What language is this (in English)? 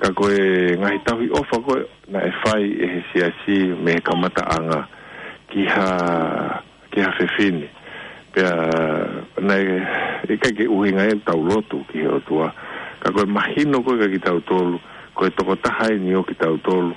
Tongan